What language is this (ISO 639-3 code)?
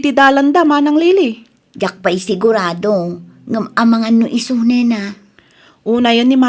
ilo